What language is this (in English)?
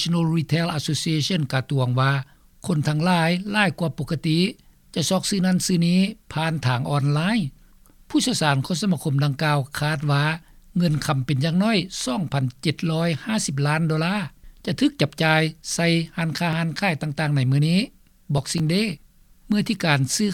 Lao